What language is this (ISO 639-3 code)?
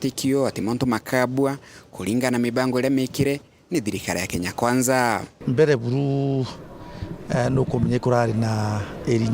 mer